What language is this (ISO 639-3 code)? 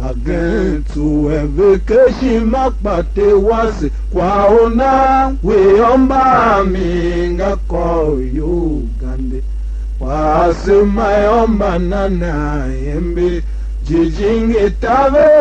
tiv